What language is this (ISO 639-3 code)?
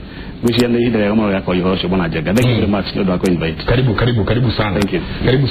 kik